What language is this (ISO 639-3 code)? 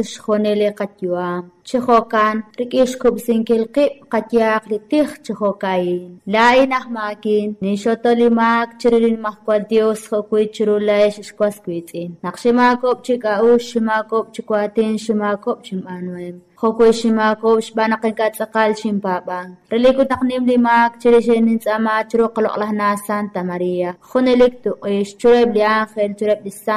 kek